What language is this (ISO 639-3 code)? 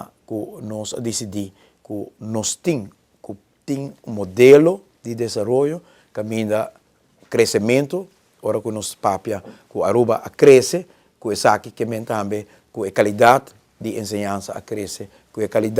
pap